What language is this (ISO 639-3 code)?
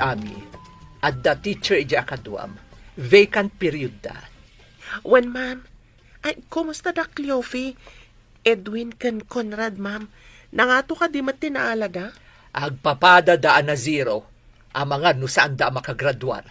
ilo